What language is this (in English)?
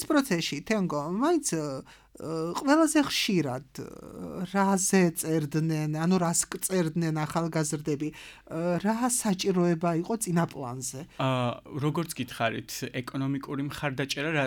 Georgian